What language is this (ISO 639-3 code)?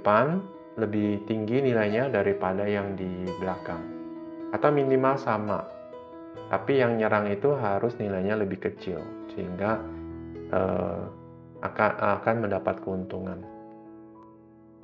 ind